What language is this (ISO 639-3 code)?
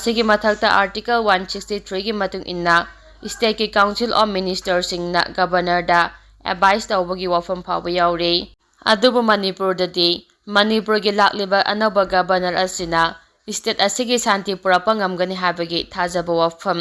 mni